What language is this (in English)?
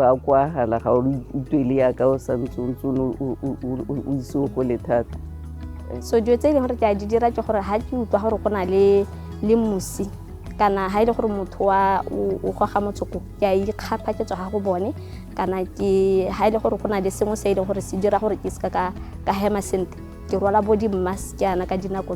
Tswana